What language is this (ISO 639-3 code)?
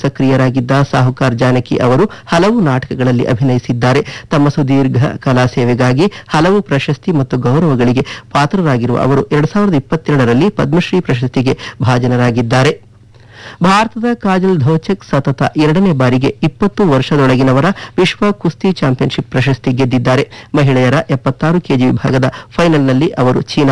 kan